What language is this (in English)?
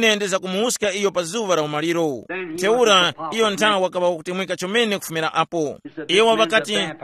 Tumbuka